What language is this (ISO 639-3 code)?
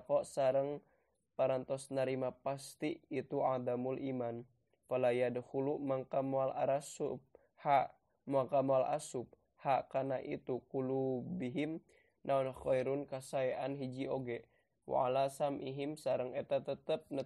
sun